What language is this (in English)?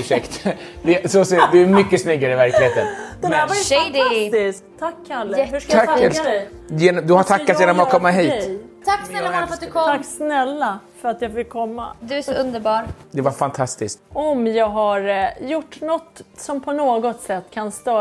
Swedish